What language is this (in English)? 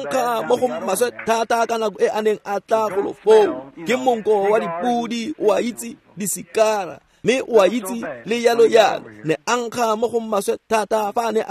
Tswana